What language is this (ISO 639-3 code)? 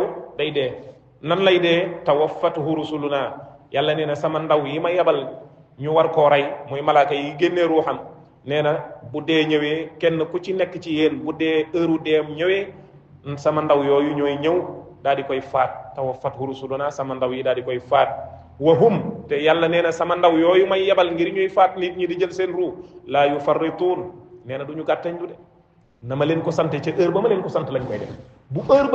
wol